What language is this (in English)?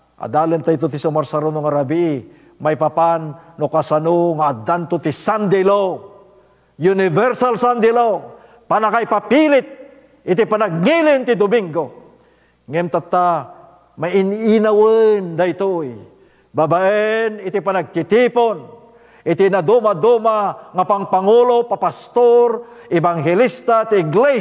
Iloko